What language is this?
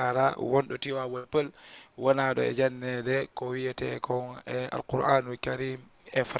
Fula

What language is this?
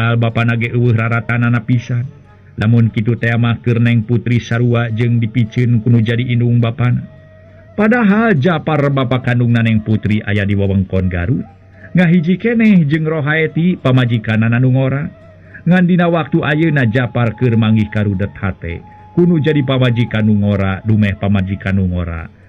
Sundanese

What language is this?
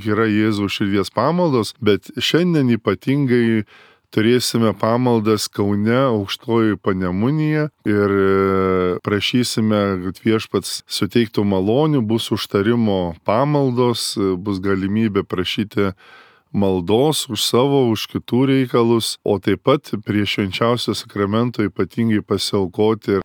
Lithuanian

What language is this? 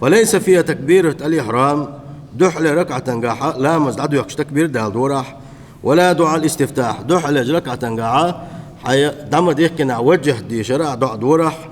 Chechen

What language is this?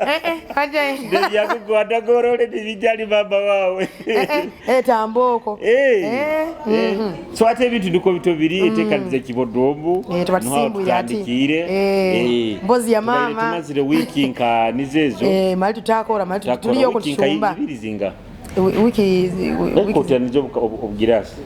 Nyoro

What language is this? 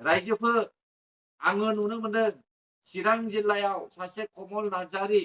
Bodo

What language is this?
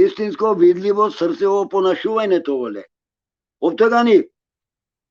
Balkan Romani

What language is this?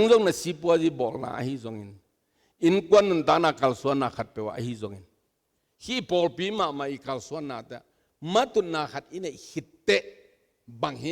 Tedim Chin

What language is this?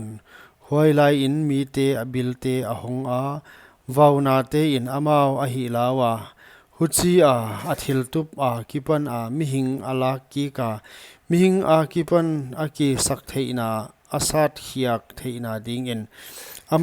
Paite Chin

